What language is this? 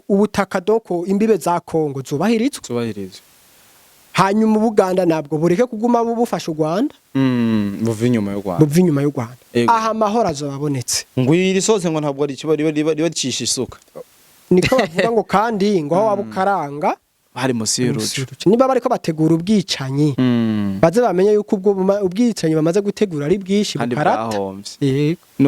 Rundi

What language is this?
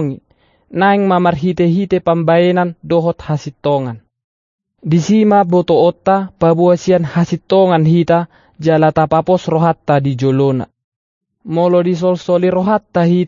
Batak Toba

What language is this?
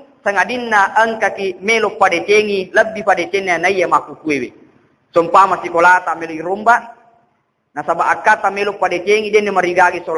Buginese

